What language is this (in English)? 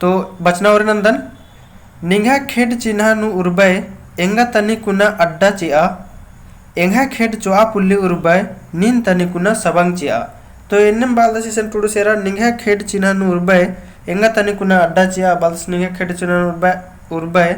Kurukh